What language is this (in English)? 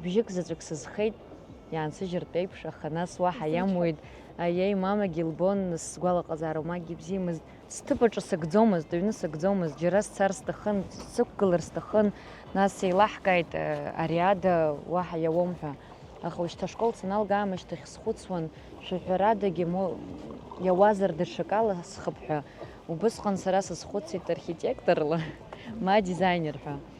Abkhazian